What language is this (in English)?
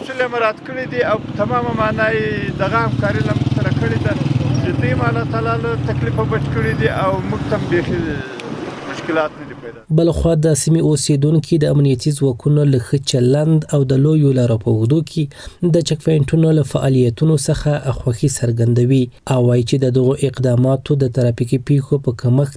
Pashto